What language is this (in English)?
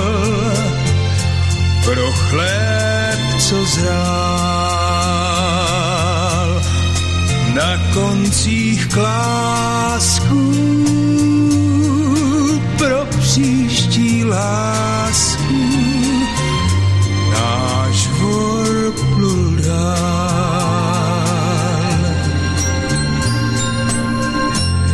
Czech